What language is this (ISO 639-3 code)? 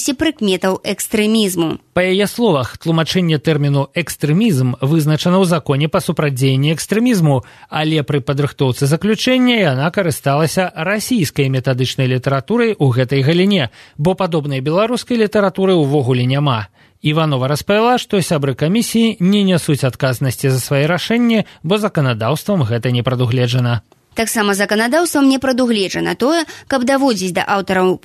bel